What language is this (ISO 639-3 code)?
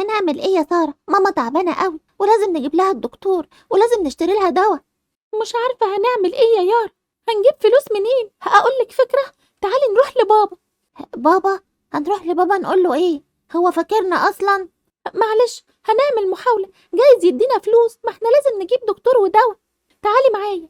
arz